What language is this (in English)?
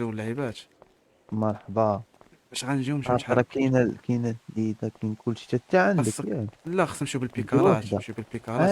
Moroccan Arabic